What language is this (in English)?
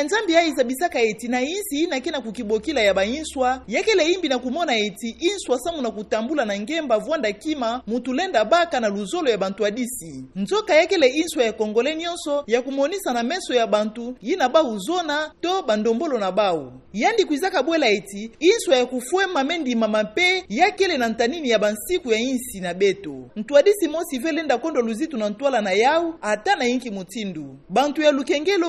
Kituba (Democratic Republic of Congo)